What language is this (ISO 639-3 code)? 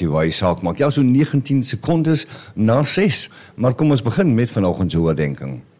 afr